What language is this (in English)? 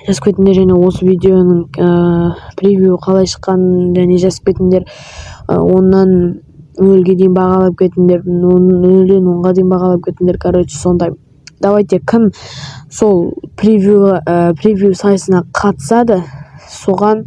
Kazakh